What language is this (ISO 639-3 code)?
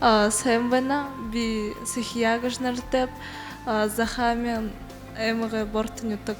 bua